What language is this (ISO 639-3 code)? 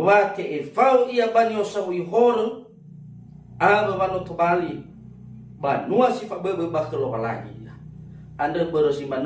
nia